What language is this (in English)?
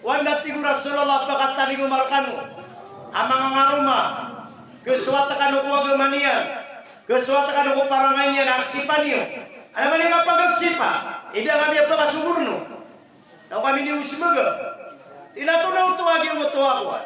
Maranao